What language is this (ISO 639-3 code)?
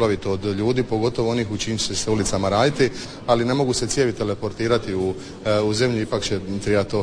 hrv